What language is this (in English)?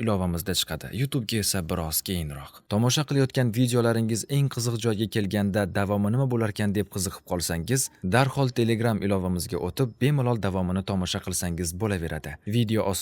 Uzbek